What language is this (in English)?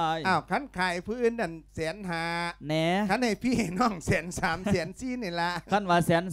Lao